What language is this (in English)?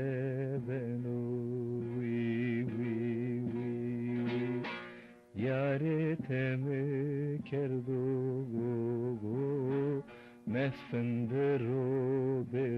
Zaza